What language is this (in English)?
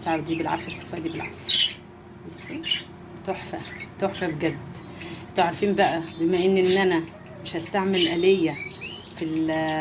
Egyptian Arabic